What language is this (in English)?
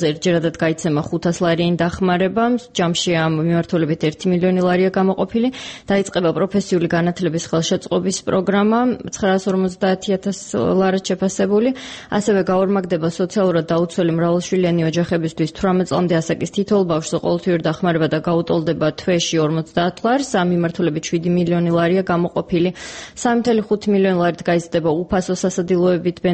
Georgian